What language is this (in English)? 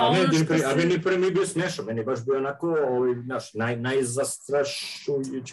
Serbian